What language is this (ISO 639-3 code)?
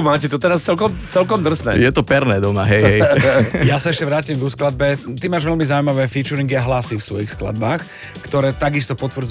slk